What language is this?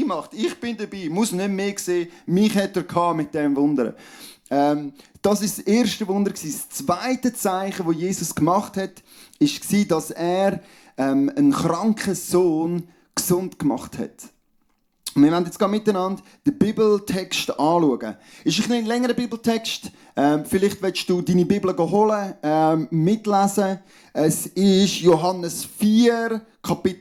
Swiss German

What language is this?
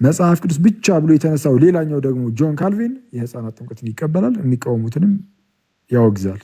Amharic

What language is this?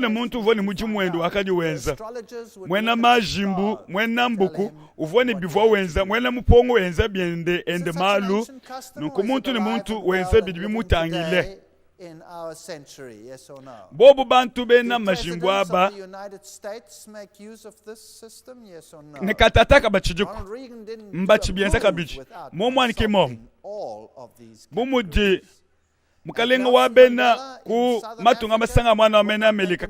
Luba-Lulua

